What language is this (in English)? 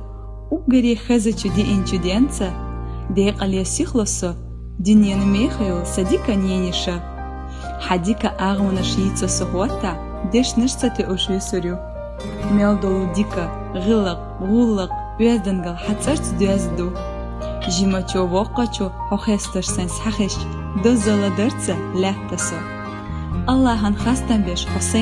Chechen